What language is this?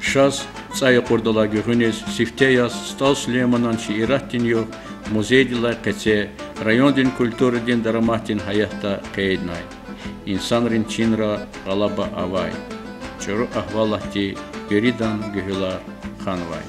Lezghian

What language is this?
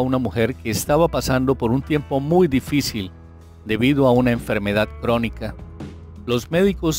Spanish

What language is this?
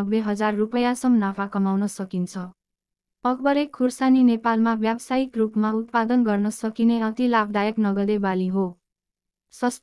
Nepali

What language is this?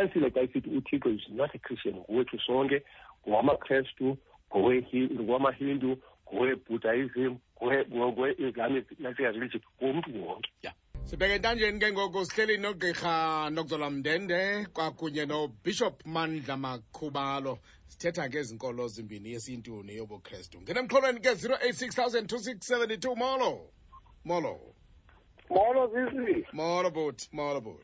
Xhosa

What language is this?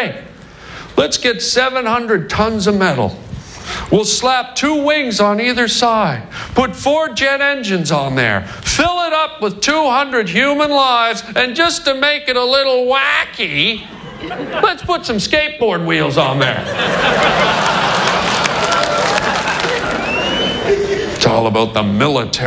English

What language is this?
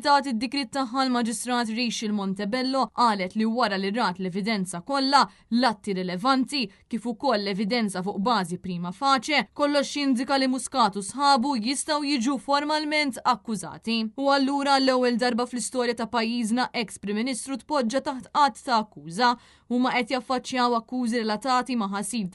Maltese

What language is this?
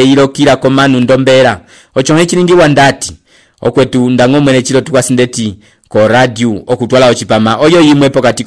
Umbundu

